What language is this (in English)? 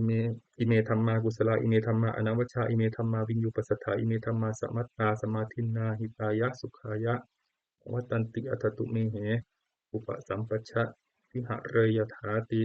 Pali